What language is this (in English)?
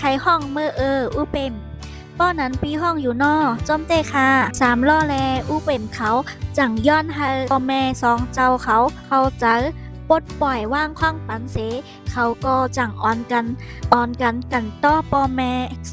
Shan